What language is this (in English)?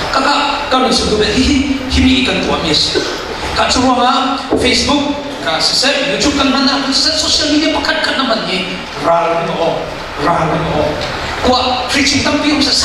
Falam Chin